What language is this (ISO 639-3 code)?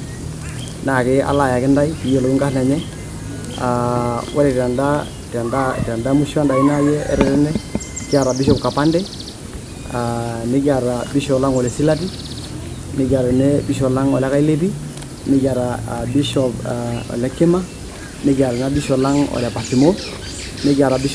mas